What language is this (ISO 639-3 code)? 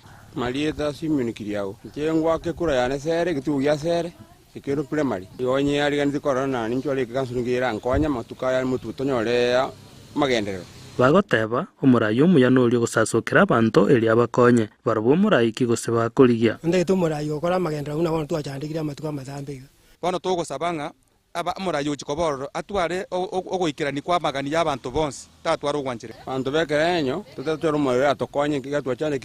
guz